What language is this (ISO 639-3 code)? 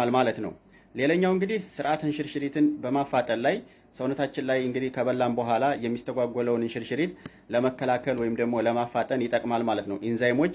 amh